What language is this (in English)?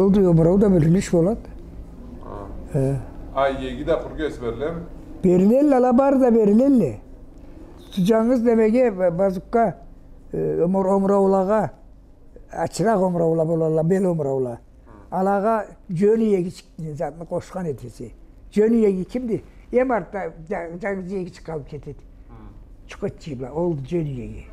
Karachay-Balkar